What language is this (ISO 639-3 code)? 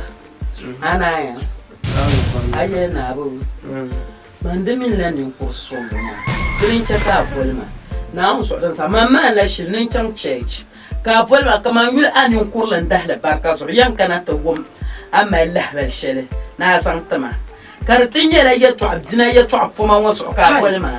dag